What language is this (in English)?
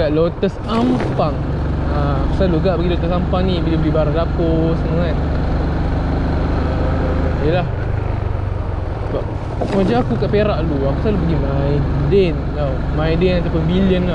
Malay